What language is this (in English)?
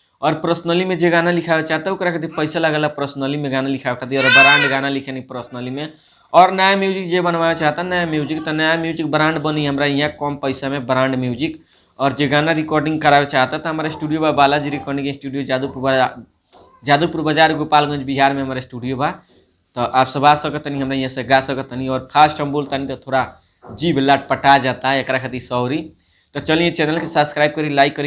Bhojpuri